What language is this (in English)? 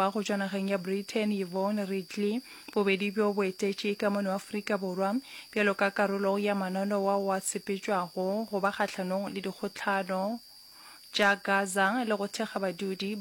Northern Sotho